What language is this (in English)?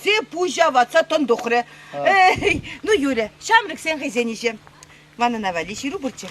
Chuvash